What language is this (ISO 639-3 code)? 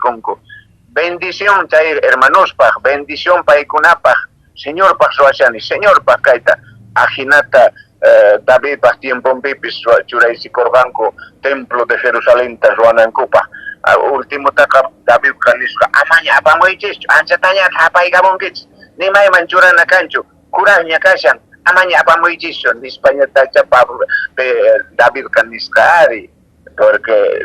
que